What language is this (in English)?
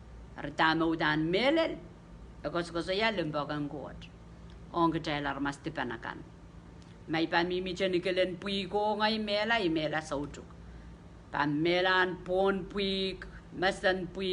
Pohnpeian